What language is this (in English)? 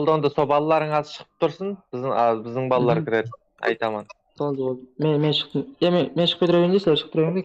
Kara-Kalpak